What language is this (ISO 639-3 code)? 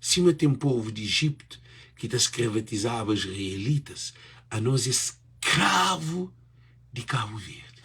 kea